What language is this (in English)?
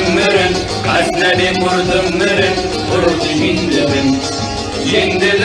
Kurdish